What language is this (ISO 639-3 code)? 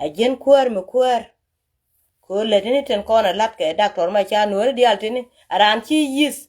nus